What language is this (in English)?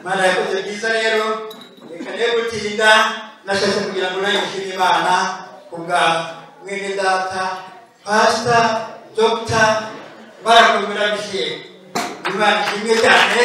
Kinyarwanda